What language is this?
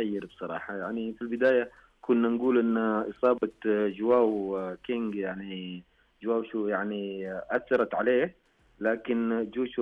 Najdi Arabic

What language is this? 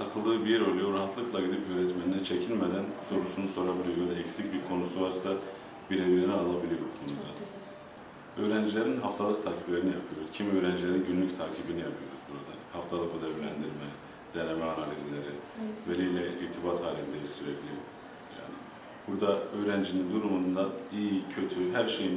Turkish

